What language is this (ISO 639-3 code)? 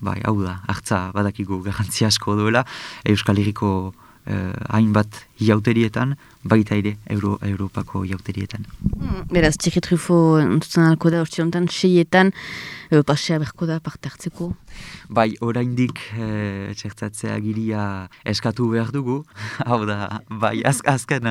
eus